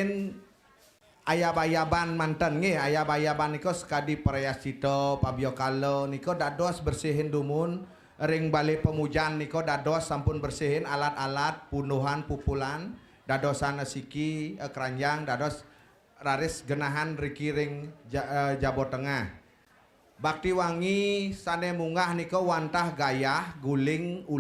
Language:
Balinese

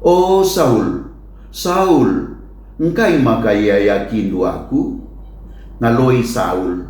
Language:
Batak Karo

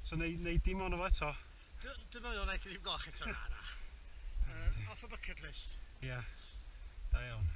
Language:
Welsh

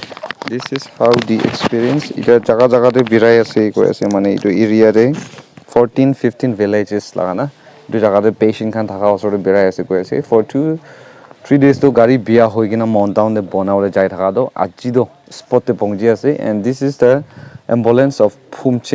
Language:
Naga Pidgin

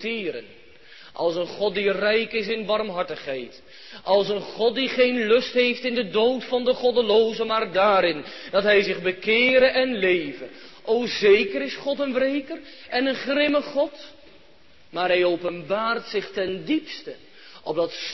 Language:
Dutch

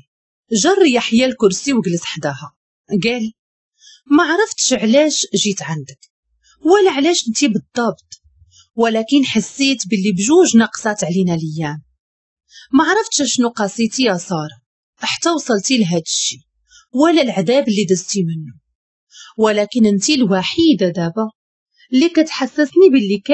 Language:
Moroccan Arabic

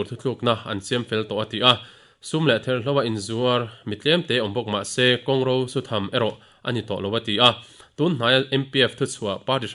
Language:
Mizo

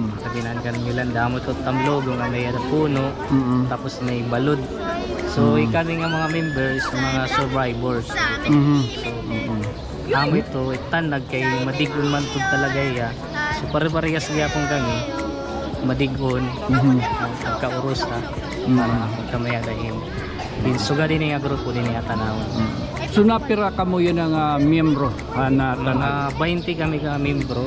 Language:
Waray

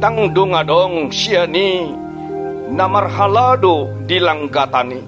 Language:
Batak Toba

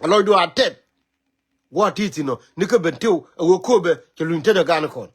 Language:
Nuer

